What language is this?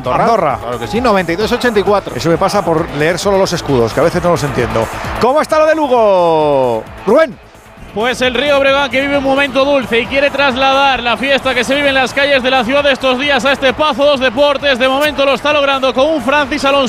Spanish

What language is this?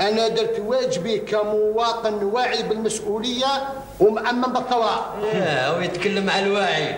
Algerian Arabic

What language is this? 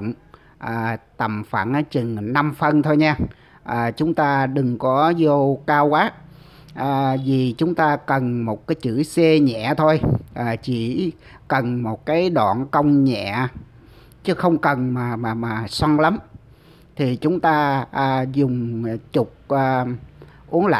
Vietnamese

